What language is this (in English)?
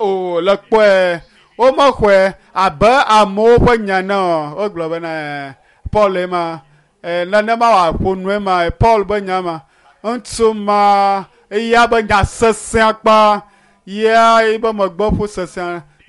Ewe